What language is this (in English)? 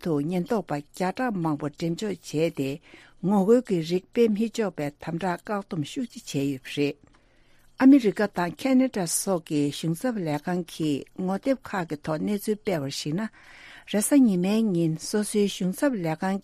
Tibetan